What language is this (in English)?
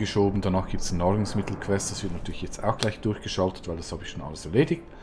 Swiss German